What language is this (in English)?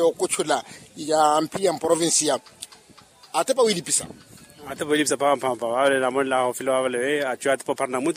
Makhuwa